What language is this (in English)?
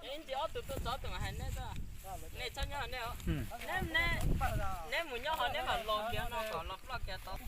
Hmong